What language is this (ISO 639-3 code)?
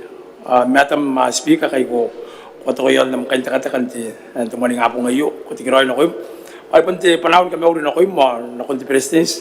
gil